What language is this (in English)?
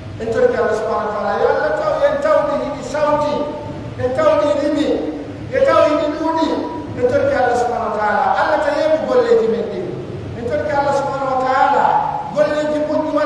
Pular